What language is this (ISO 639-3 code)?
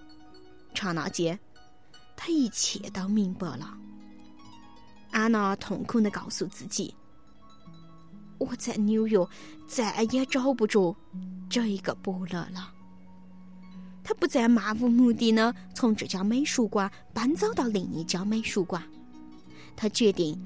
zho